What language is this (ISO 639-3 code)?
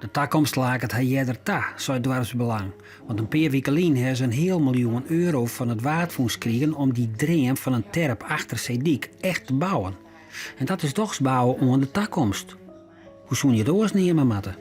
fry